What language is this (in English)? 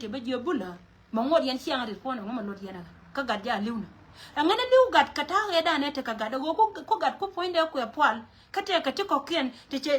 Nuer